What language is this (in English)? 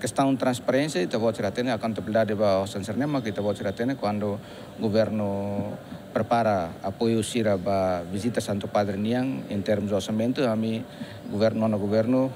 Tetum